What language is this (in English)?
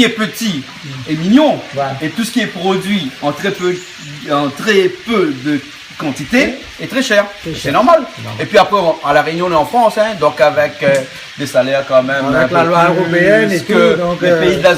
Réunion Creole French